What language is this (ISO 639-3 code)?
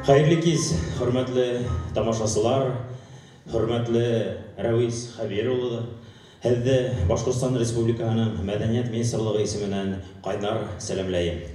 bak